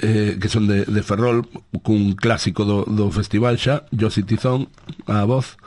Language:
Galician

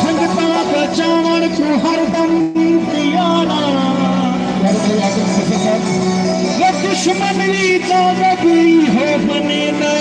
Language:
Saraiki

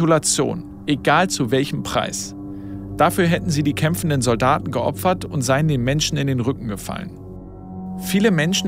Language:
German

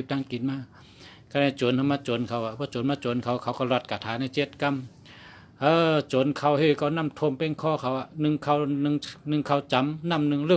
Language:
Shan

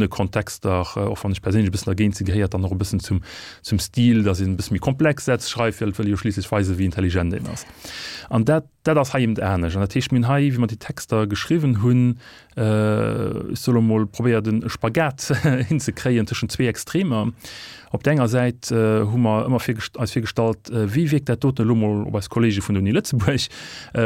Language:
Luxembourgish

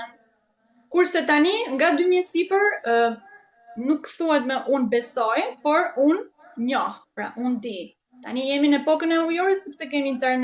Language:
Albanian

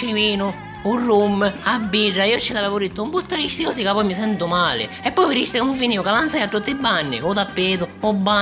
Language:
Sicilian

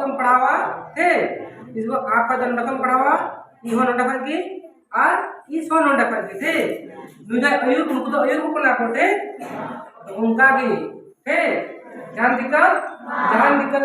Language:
Santali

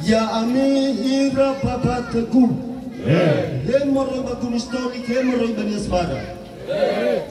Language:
Nias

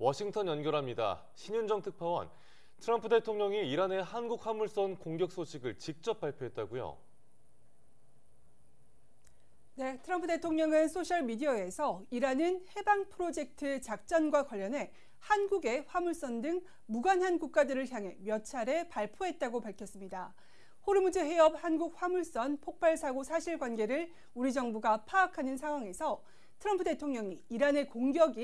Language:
Korean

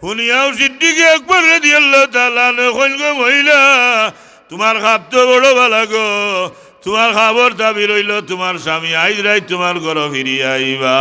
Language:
Sylheti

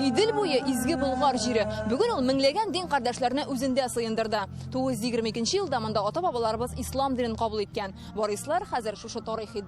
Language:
Tatar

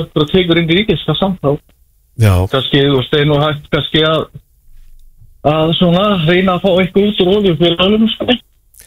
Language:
Icelandic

